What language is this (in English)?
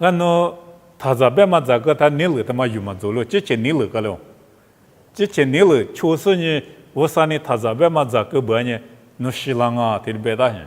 Lisu